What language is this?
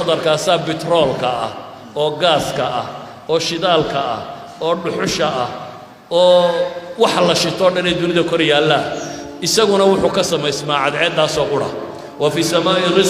Somali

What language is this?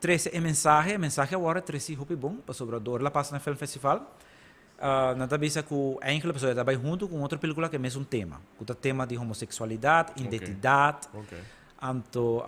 Papiamento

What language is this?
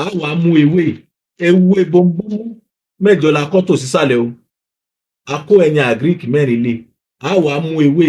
Yoruba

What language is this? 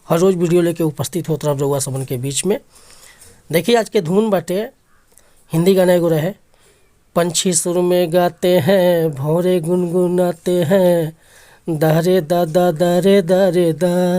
Bhojpuri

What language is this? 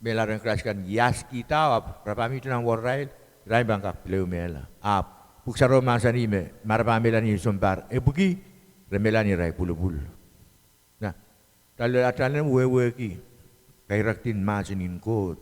Pohnpeian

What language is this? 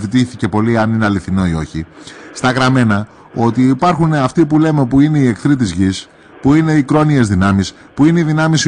Greek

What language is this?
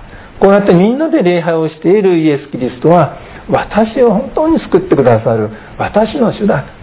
Japanese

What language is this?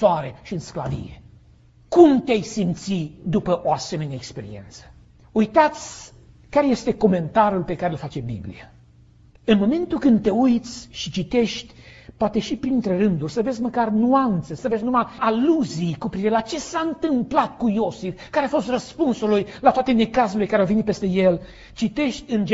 Romanian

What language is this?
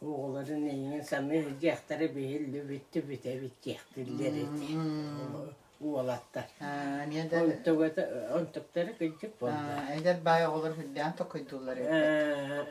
Yakut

